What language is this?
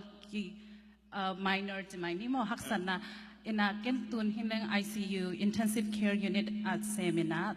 Tedim Chin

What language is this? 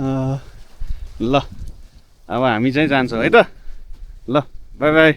Nepali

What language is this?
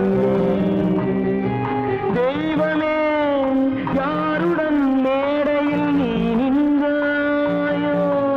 Tamil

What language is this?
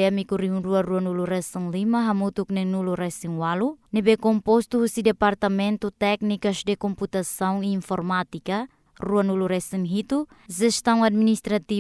Tetum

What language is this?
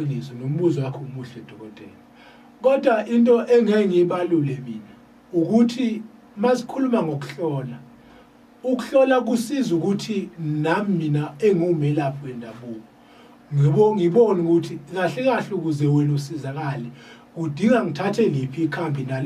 Zulu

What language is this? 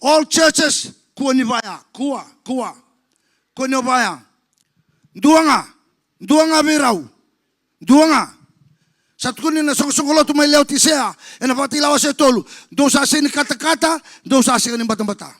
Fijian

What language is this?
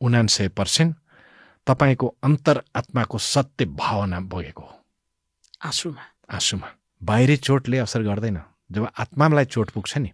Nepali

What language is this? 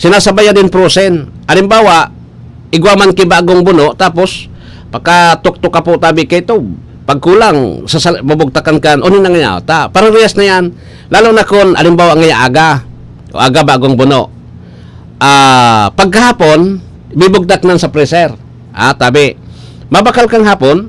Bikol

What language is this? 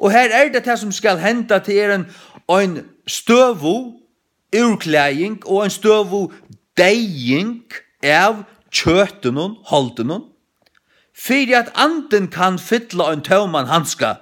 Faroese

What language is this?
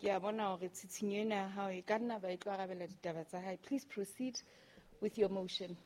Southern Sotho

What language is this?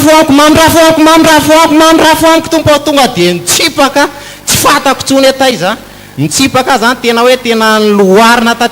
Malagasy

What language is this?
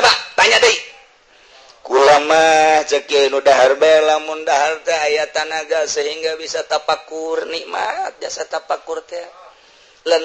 Sundanese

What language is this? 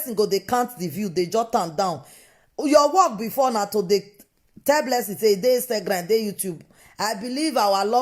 Nigerian Pidgin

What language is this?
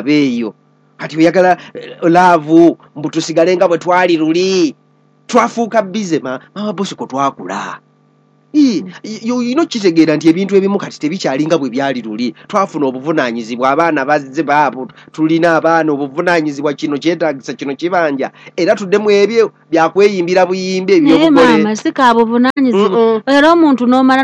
Ganda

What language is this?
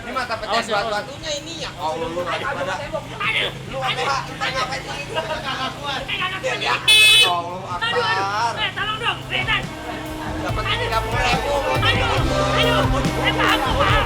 Betawi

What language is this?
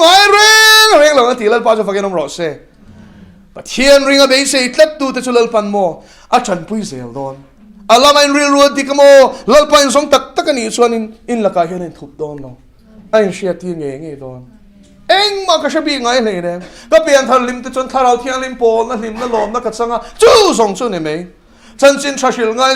Mizo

